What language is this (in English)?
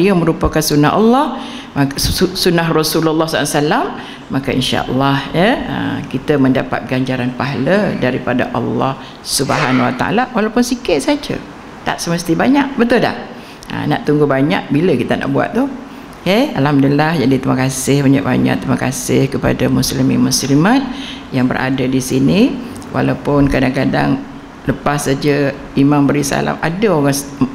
Malay